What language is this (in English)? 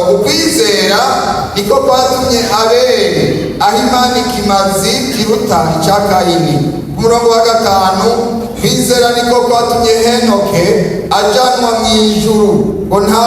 Rundi